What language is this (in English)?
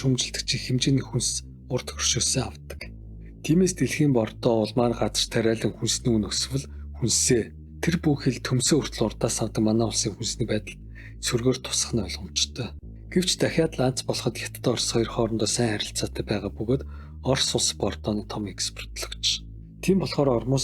Mongolian